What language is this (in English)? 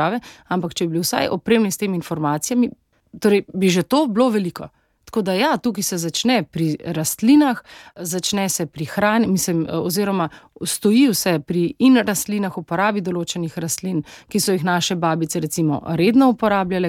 Slovenian